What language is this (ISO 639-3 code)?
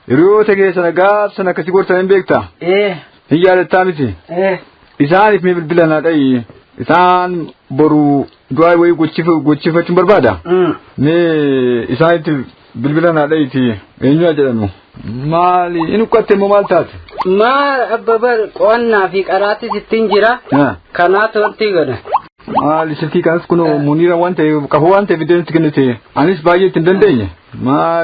orm